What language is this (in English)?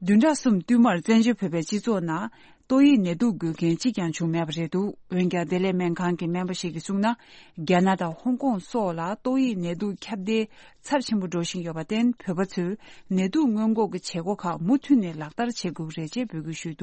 Tibetan